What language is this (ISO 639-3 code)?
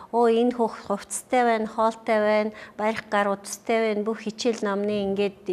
mon